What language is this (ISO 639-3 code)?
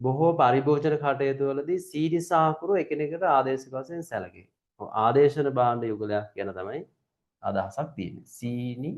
sin